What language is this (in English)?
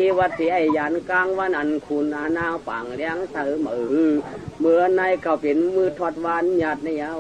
Shan